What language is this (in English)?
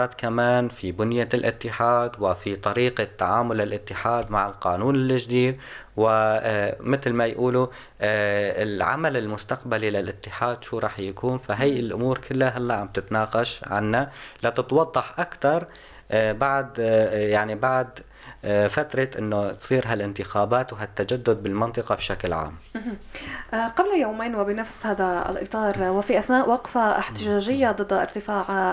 North Levantine Arabic